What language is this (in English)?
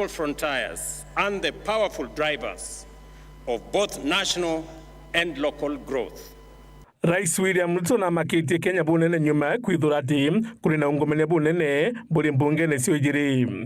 Meru